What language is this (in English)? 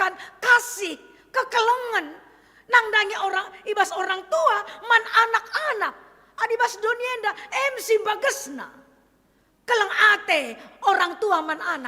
Batak Karo